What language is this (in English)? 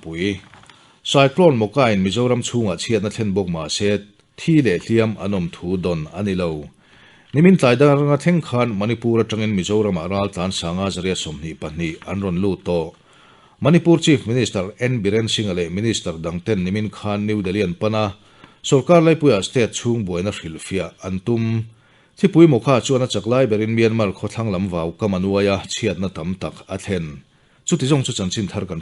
Mizo